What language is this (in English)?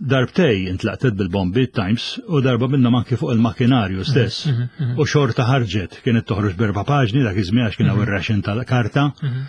Maltese